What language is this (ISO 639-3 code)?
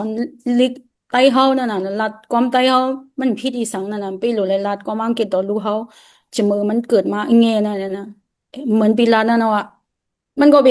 shn